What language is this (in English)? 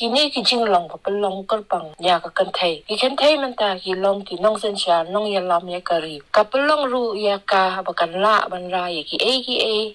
Khasi